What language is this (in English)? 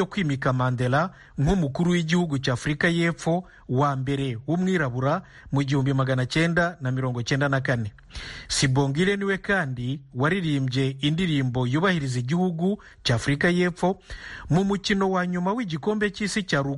Kinyarwanda